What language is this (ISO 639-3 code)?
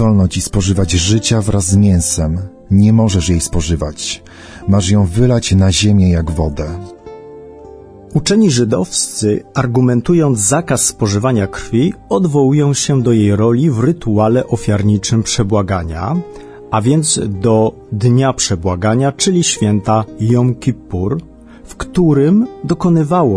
pol